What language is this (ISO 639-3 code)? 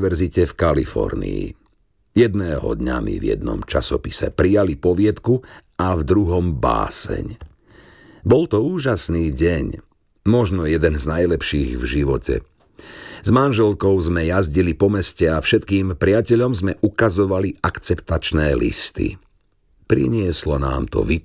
slk